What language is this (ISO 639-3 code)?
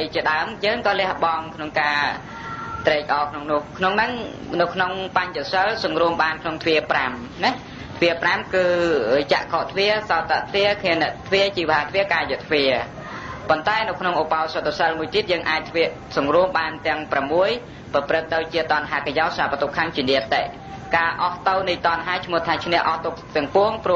khm